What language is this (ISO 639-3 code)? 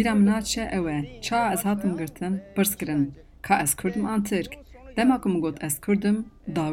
kur